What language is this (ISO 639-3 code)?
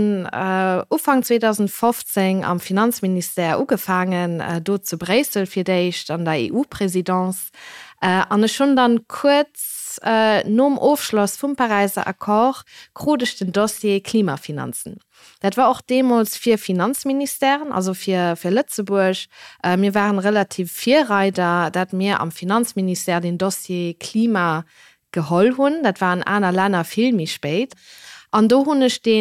ltz